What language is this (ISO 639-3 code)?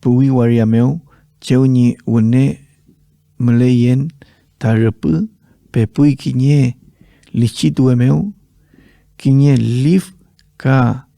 arn